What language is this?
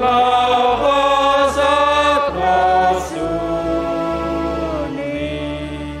Batak Simalungun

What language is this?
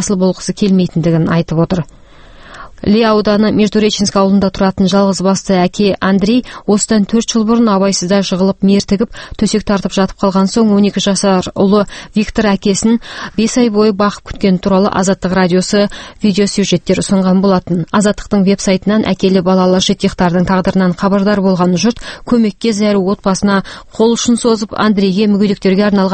Kazakh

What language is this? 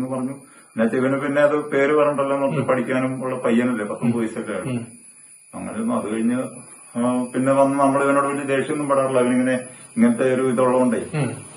Malayalam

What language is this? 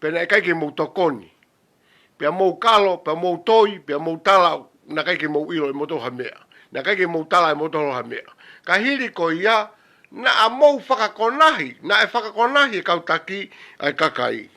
Tongan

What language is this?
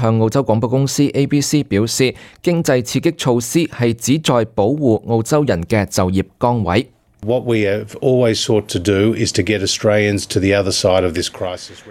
Cantonese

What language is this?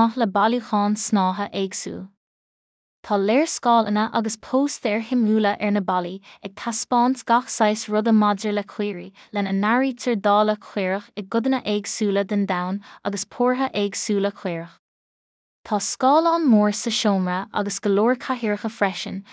Irish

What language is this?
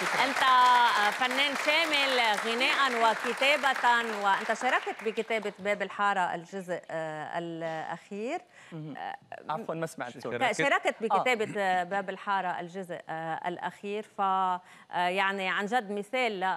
North Levantine Arabic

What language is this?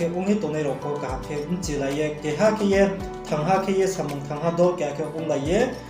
Riang (India)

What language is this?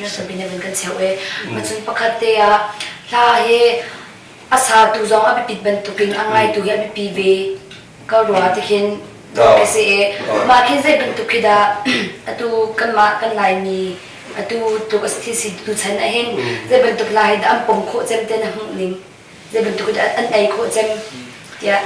Hakha Chin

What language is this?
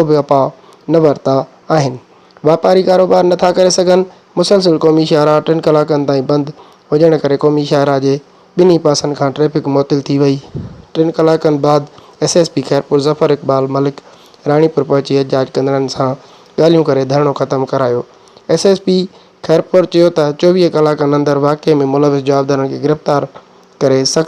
Sindhi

